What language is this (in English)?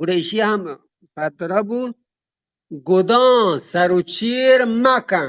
Eastern Balochi